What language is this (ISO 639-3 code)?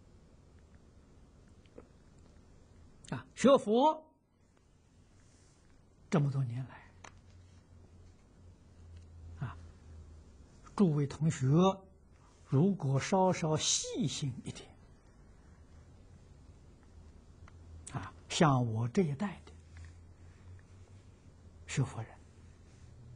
zho